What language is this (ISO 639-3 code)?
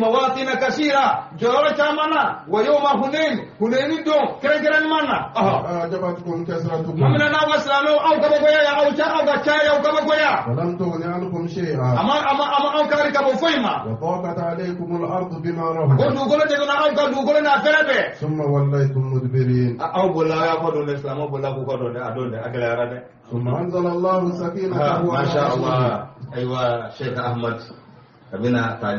bam